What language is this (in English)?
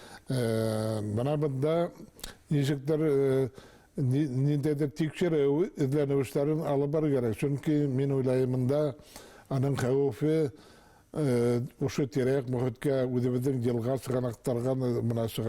Bashkir